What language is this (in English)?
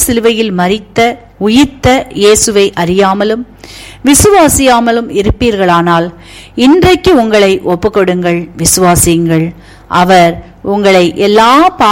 Tamil